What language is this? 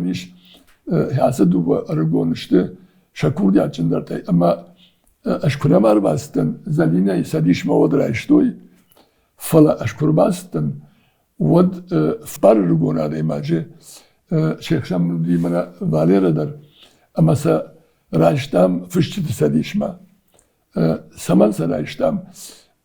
Ossetic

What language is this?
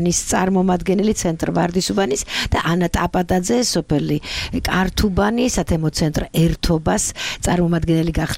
Georgian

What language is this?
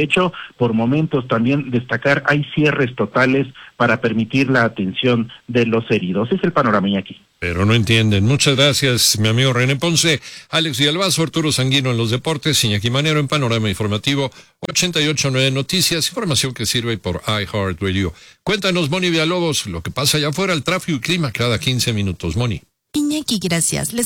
Spanish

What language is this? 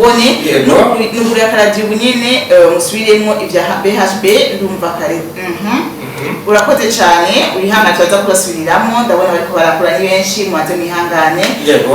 Rundi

